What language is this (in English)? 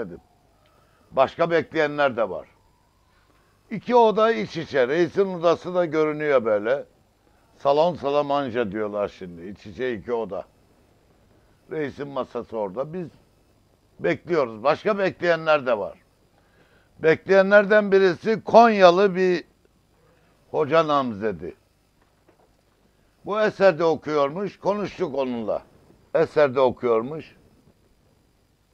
Turkish